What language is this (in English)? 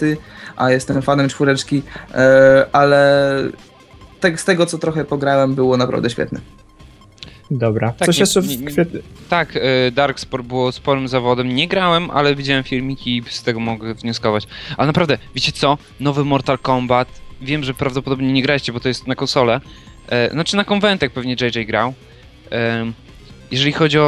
Polish